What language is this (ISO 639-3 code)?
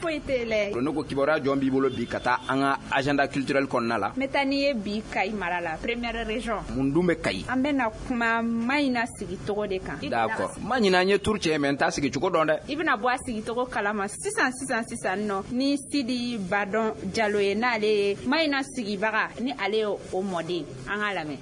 bam